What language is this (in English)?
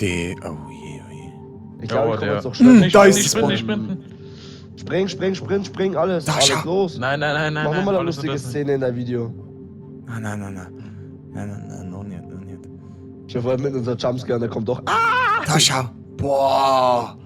Bavarian